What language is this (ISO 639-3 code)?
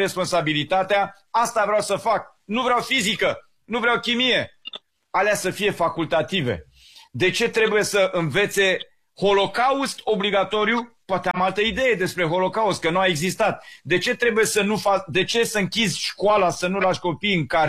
ron